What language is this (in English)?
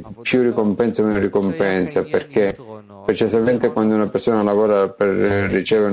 Italian